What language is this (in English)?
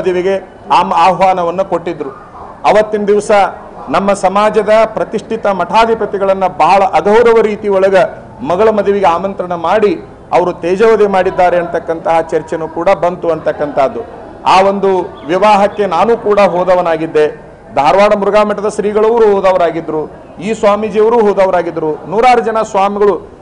Kannada